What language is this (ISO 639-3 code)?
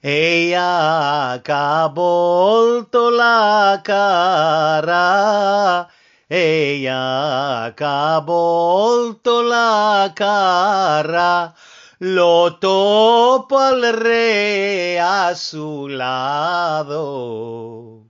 lad